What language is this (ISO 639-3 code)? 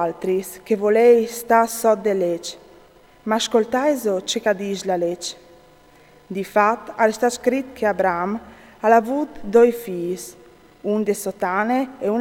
fur